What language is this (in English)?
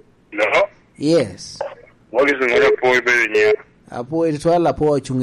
Lango (Uganda)